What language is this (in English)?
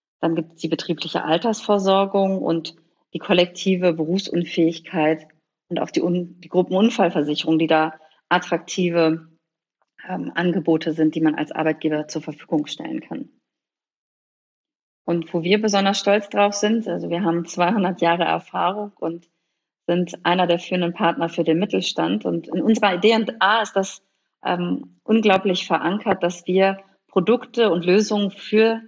German